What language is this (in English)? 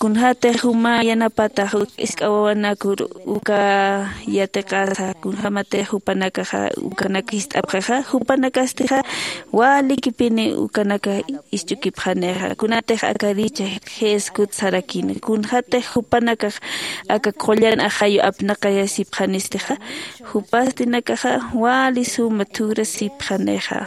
Aymara